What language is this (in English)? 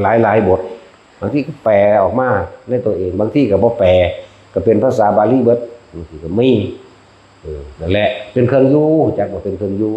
Northeastern Thai